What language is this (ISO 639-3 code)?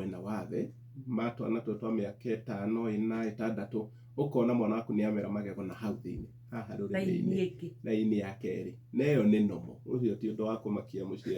kik